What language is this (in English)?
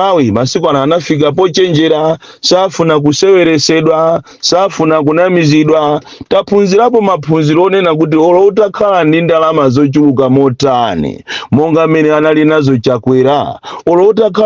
Nyanja